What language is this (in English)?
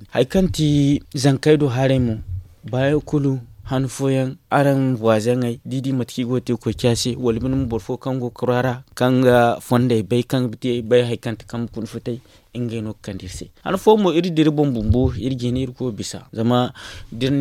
Zarma